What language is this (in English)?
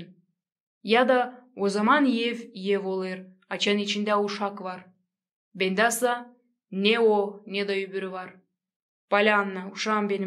Gagauz